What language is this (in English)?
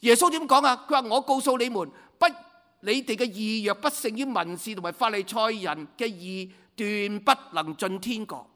Cantonese